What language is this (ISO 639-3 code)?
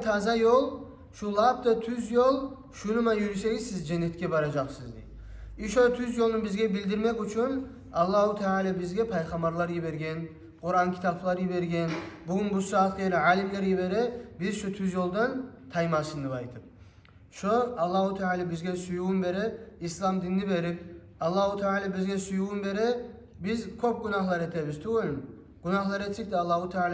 kum